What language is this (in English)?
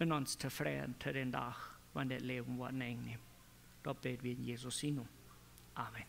Plautdietsch